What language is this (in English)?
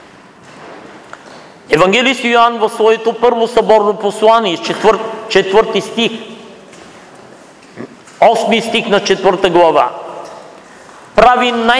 Bulgarian